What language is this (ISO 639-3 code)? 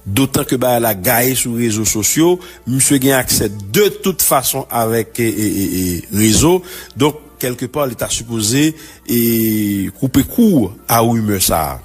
hat